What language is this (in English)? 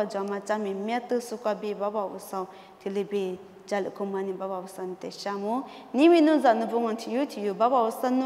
Lisu